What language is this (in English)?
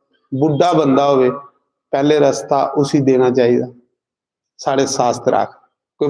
Dogri